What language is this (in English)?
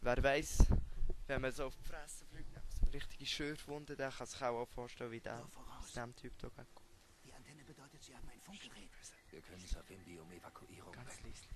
Swiss German